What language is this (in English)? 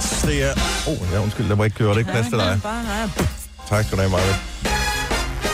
Danish